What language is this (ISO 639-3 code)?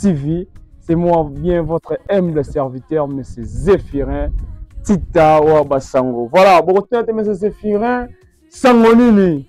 lin